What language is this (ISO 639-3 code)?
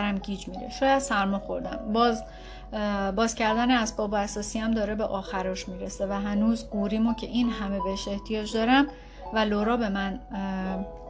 fas